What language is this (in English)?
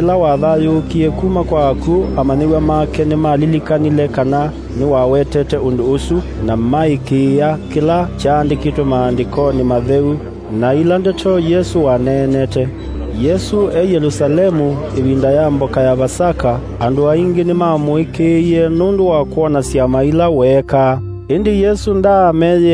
Kamba